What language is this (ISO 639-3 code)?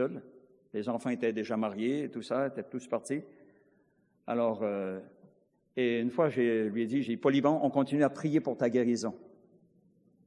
fra